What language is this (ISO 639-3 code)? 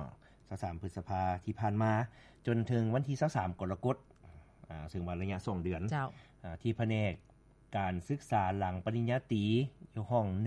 lao